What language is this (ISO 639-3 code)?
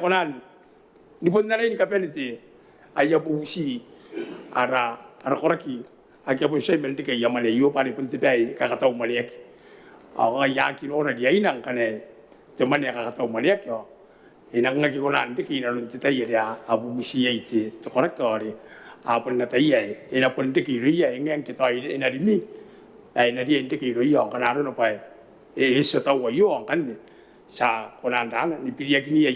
gil